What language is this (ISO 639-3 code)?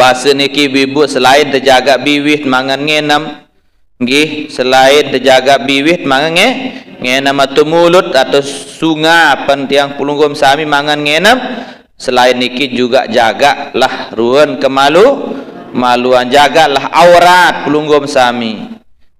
sas